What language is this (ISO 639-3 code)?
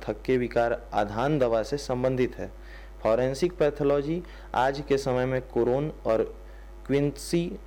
hin